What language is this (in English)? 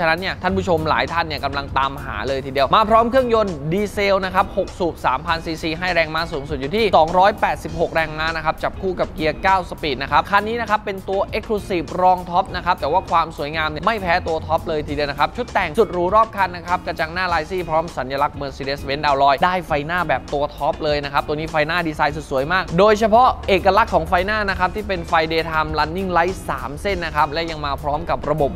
Thai